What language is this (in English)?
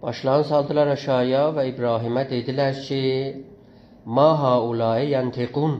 South Azerbaijani